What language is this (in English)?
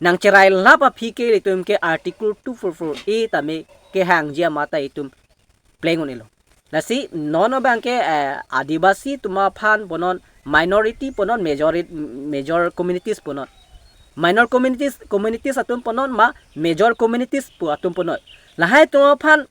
Karbi